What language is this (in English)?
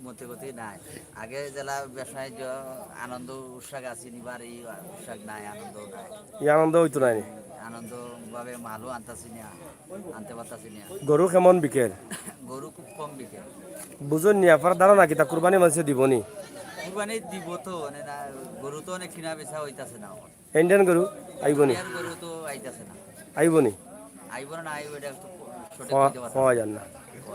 Sylheti